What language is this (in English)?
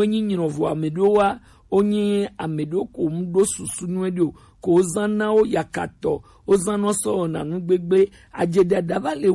Gen